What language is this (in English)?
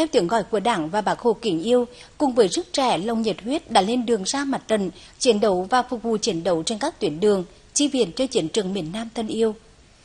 Vietnamese